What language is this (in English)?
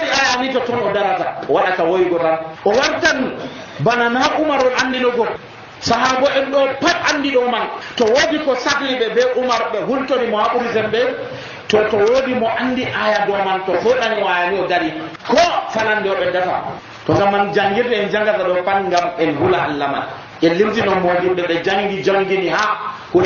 Nigerian Fulfulde